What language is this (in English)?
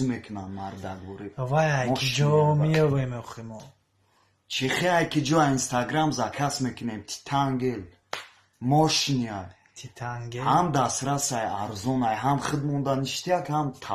Tajik